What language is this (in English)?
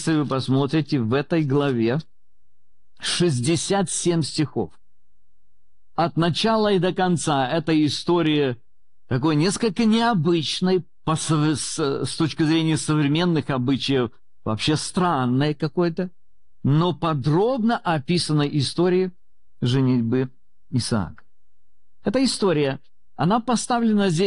Russian